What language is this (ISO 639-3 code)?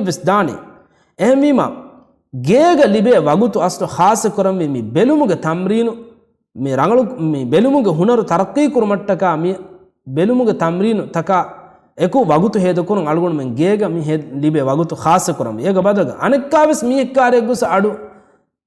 div